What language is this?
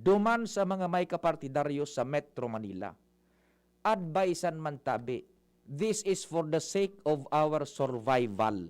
Bikol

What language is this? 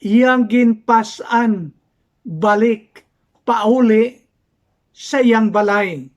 Hiligaynon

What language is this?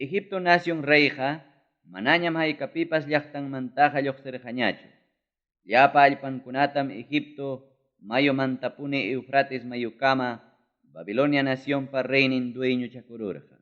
Ayacucho Quechua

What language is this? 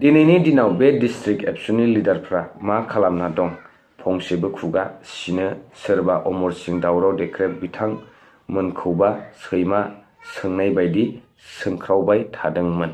Bodo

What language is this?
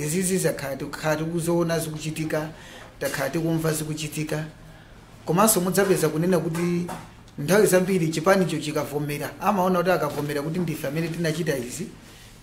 Nyanja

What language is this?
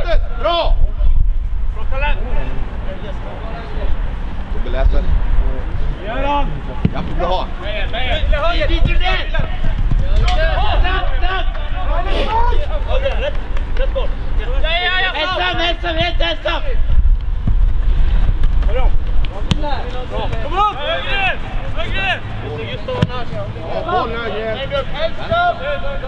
Swedish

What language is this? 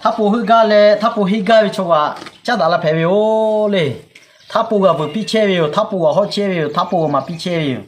Lahu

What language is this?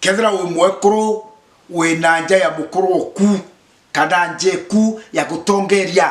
Meru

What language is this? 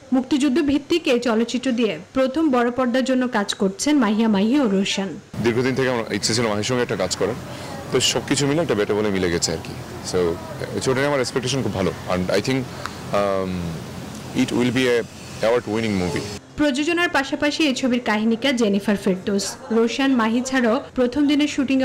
Bangla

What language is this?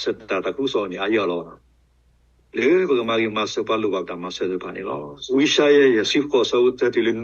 S'gaw Karen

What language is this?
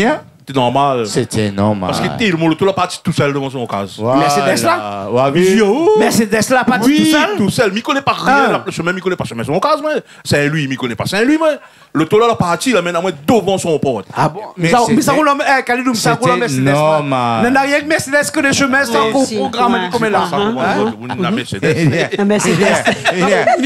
Réunion Creole French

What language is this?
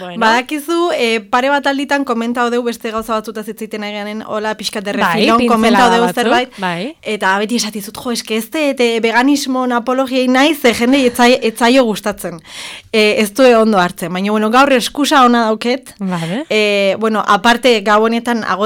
Basque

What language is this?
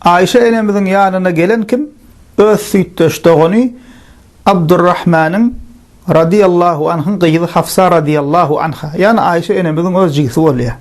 Turkmen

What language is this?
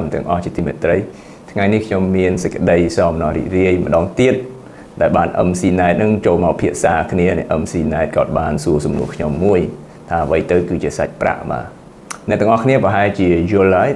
Khmer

